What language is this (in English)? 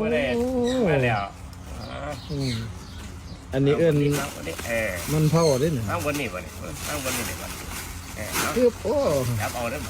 Northeastern Thai